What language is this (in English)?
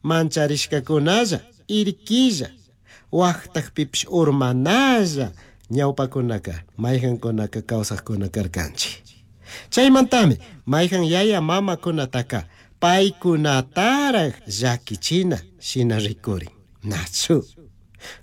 Chimborazo Highland Quichua